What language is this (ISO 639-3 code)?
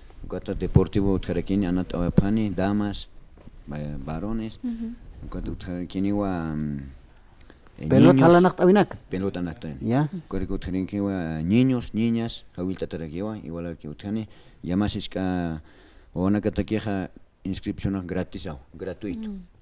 aym